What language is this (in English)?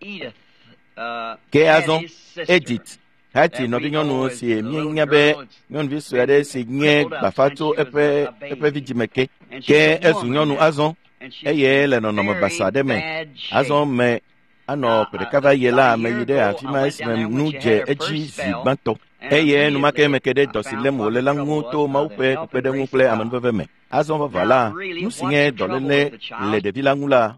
Ewe